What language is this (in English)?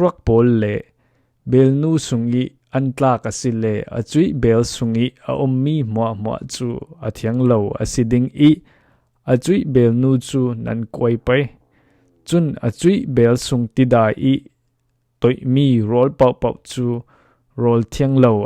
Falam Chin